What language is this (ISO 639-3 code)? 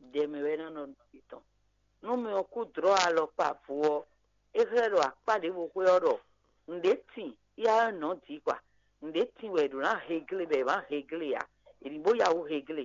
fon